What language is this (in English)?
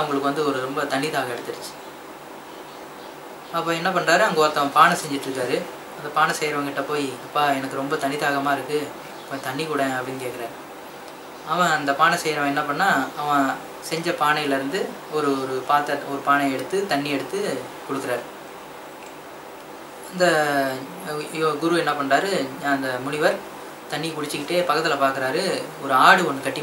Tamil